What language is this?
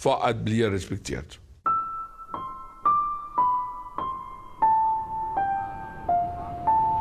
Danish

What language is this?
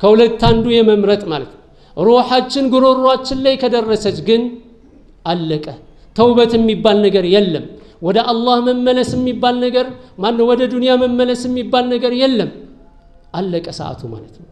Amharic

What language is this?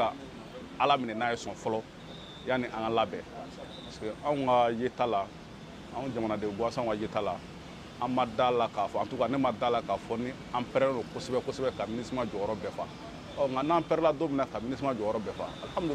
Bambara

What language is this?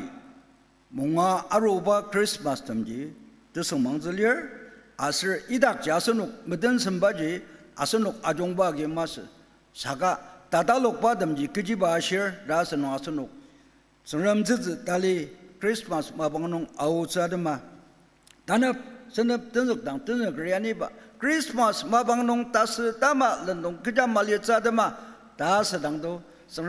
Ao Naga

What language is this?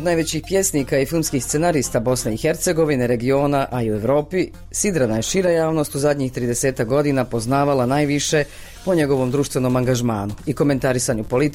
Bosnian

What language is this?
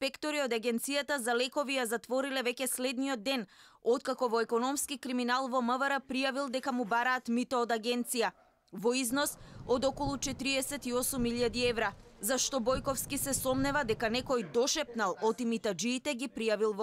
Macedonian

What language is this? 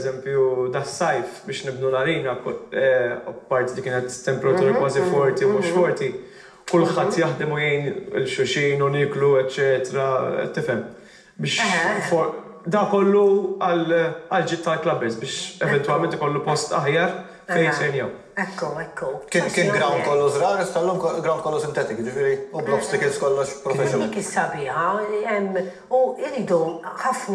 Maltese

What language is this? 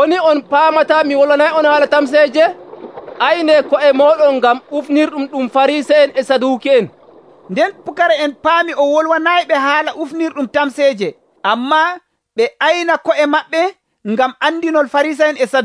Nigerian Fulfulde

